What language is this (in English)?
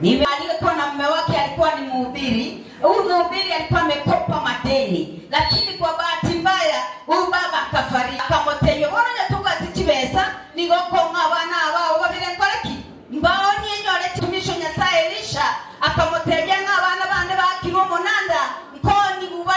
Gusii